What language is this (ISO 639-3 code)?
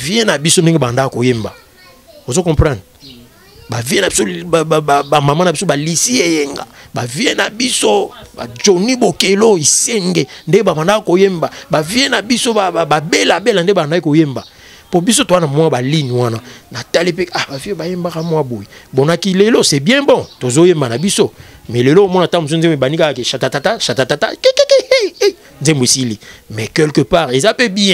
lin